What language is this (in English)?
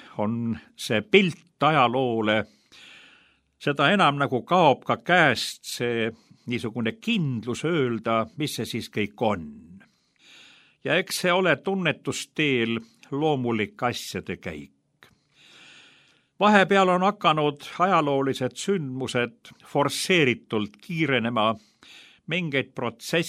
Estonian